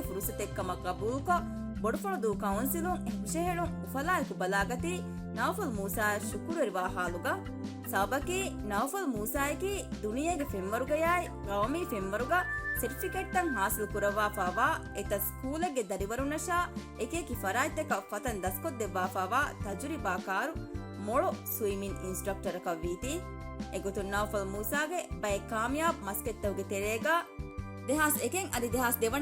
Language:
Divehi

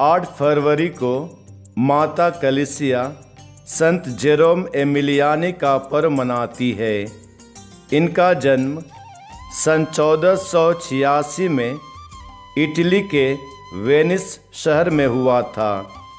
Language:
Hindi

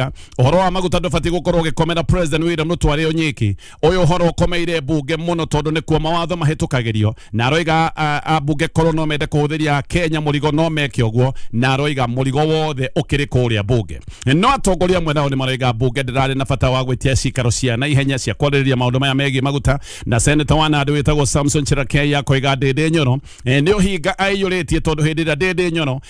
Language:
Kikuyu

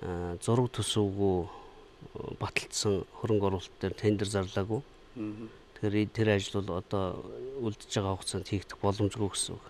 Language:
Mongolian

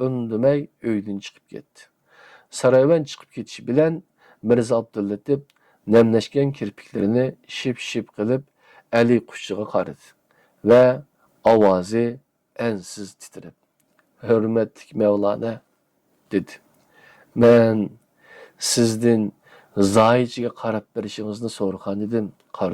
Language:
Uyghur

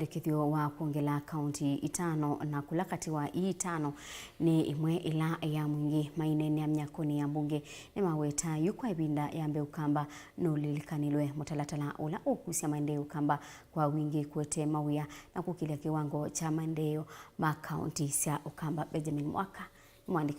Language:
Kamba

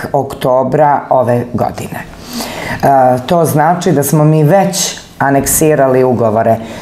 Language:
Serbian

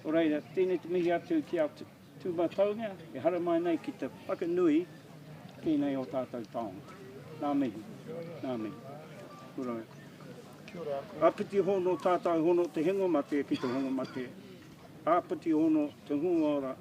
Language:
Māori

